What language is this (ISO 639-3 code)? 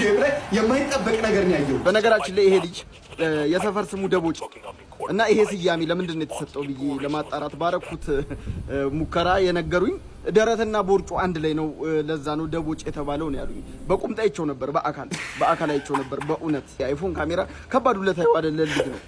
amh